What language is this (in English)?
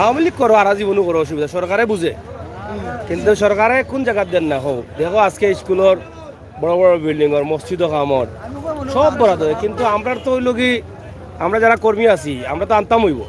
Sylheti